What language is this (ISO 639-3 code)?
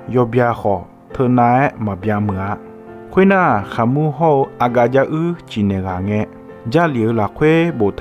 ahk